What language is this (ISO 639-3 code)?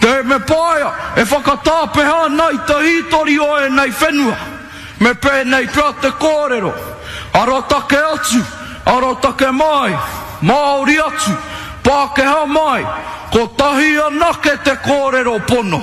mri